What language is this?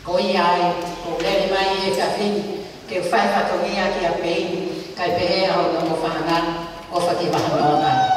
Tongan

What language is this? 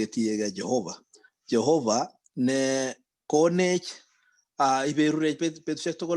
Kalenjin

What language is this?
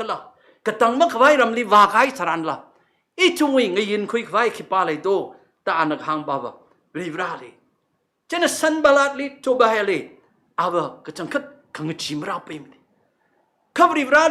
Tangkhul Naga (India)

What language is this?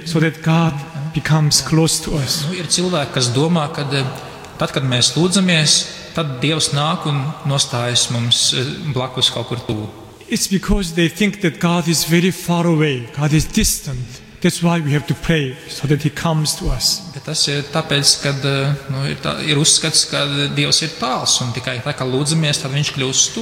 Latvian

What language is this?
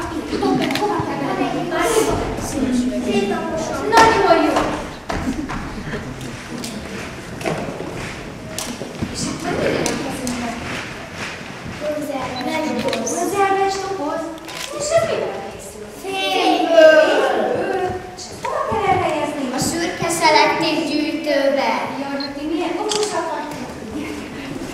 Hungarian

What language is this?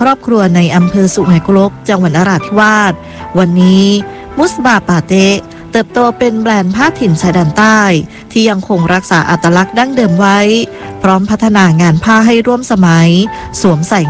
Thai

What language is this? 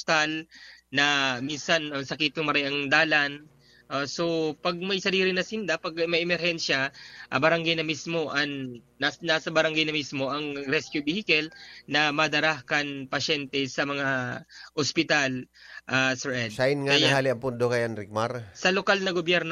Bikol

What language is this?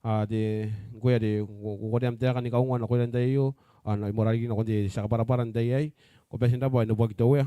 Gilbertese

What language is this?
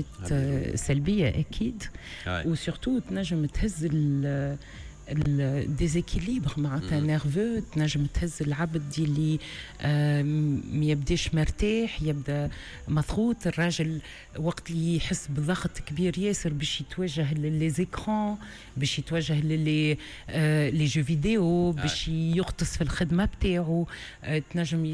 Tunisian Arabic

